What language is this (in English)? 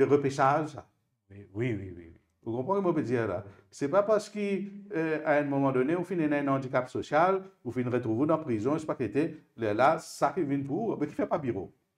Morisyen